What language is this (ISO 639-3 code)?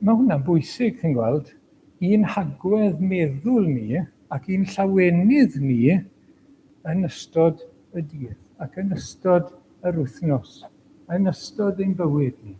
cym